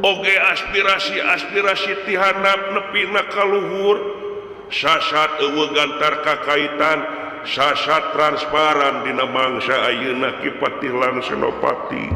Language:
Sundanese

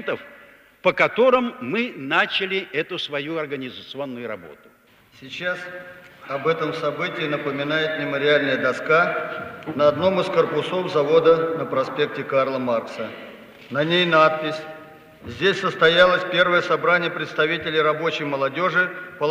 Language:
Russian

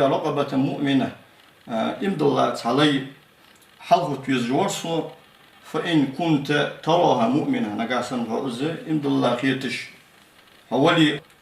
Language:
Ingush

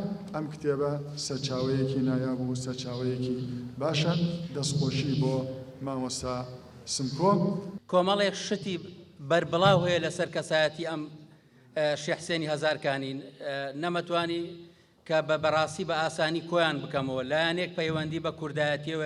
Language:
Central Kurdish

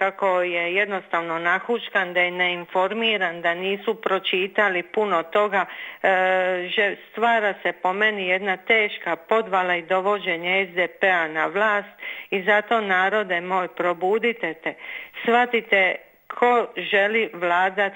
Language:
Croatian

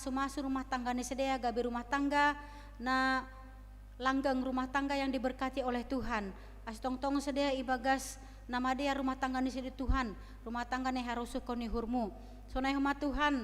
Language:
Batak Simalungun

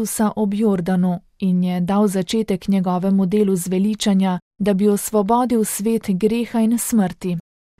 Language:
Slovenian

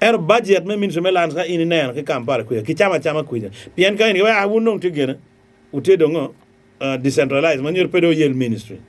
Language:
Acoli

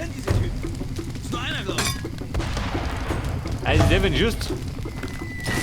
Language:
Bavarian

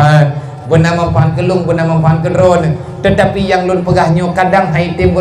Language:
Achinese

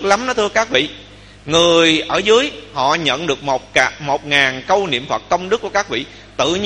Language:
Vietnamese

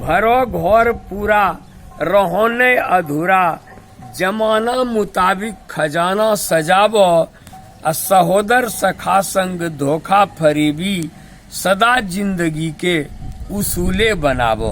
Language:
Angika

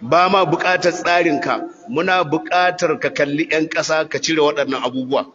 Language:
Hausa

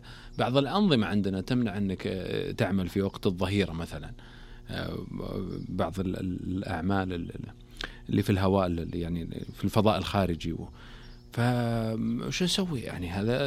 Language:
Najdi Arabic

